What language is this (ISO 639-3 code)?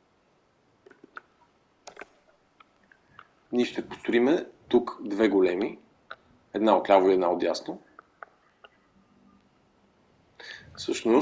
bul